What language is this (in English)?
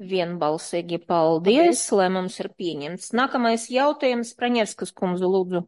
Latvian